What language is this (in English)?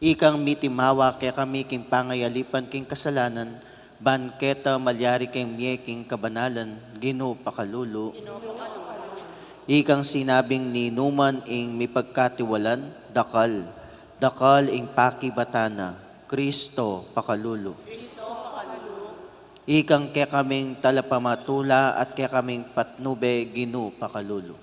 Pampanga